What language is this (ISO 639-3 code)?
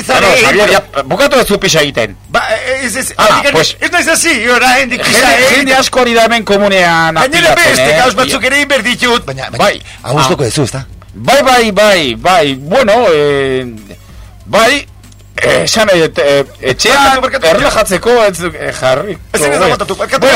eus